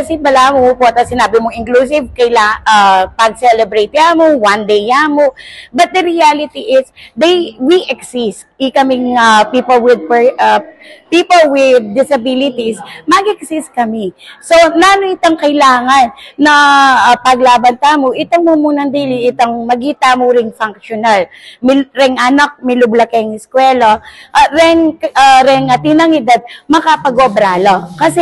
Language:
Pampanga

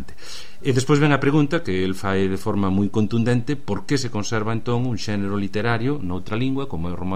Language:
Galician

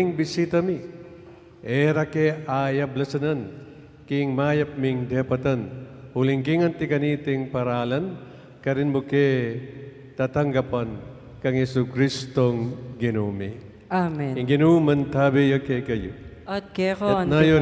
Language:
Pampanga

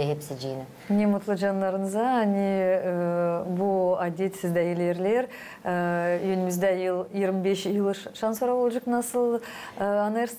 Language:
Gagauz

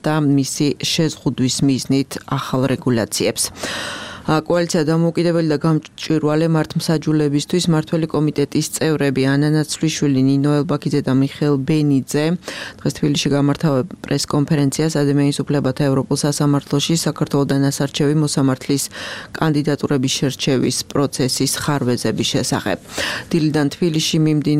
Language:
Georgian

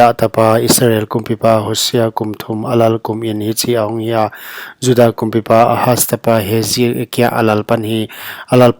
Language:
Paite Chin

